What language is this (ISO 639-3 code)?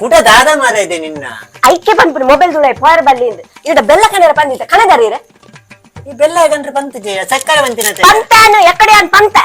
tcy